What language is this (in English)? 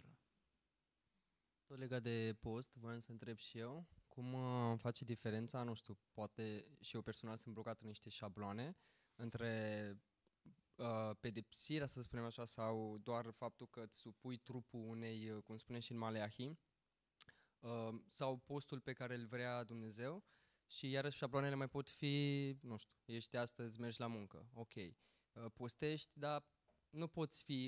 Romanian